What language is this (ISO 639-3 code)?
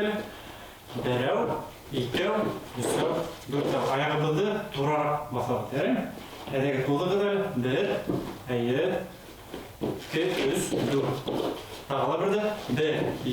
bak